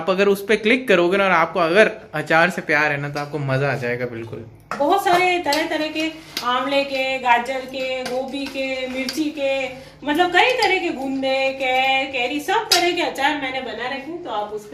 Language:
Hindi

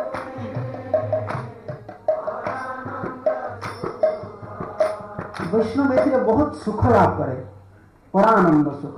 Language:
Odia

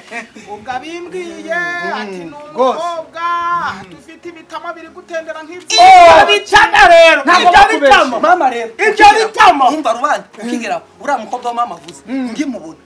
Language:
Kinyarwanda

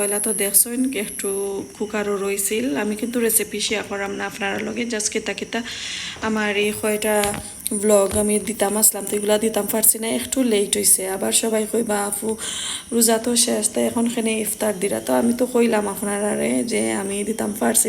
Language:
Sylheti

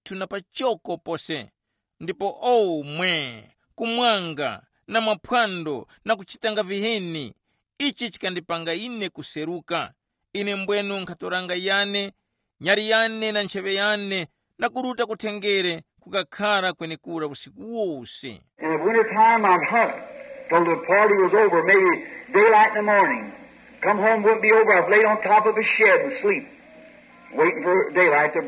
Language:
Tumbuka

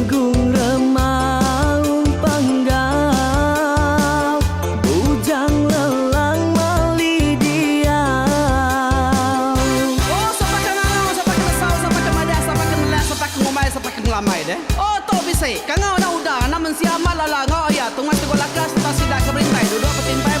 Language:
Iban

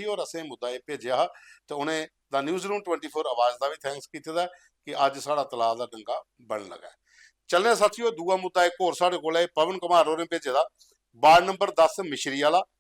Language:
Dogri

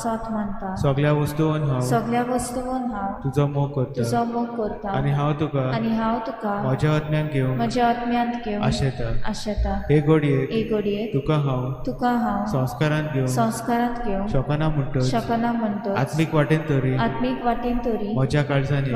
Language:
Konkani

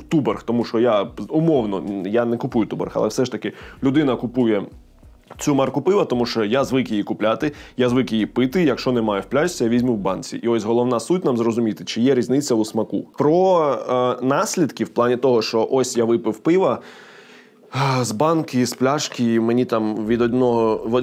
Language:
Ukrainian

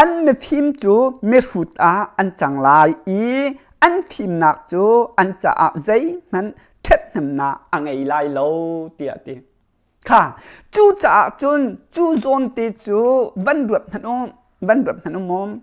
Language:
Hakha Chin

